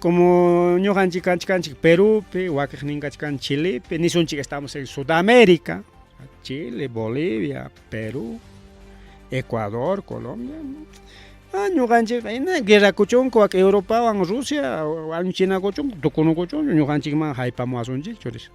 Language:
Ayacucho Quechua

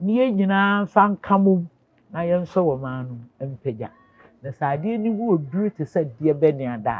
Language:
Akan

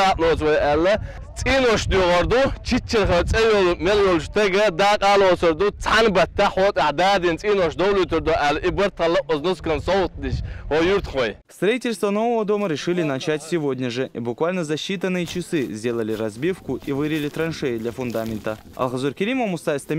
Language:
Chechen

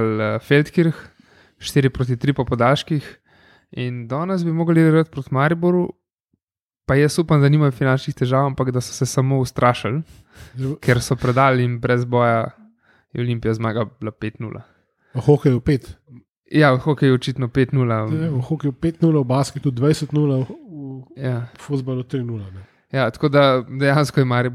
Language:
Slovenian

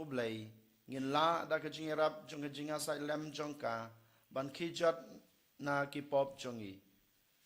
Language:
Khasi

